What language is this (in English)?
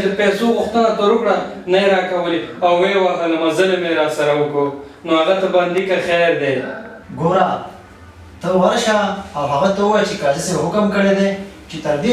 Pashto